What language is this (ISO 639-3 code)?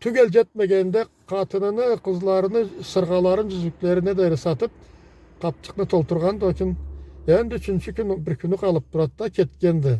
krc